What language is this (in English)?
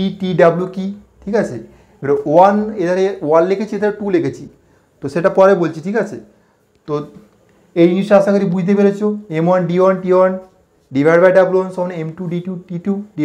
Bangla